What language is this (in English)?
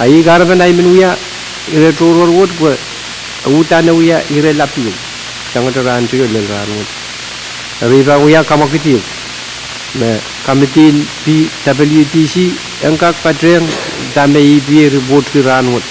Pohnpeian